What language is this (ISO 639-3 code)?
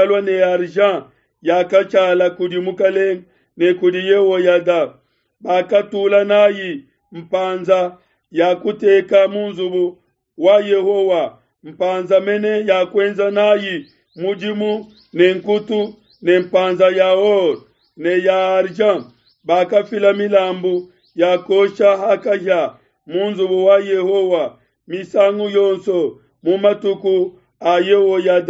lua